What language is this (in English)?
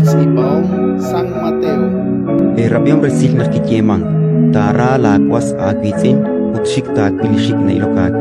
Kekchí